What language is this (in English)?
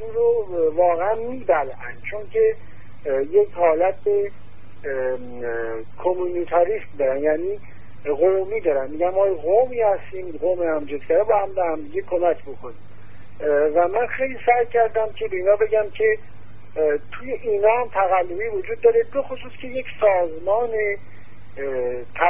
Persian